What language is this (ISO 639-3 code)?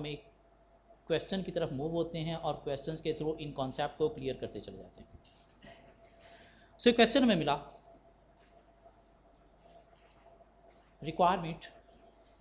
hin